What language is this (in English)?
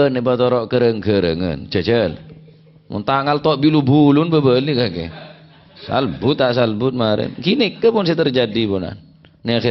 Madurese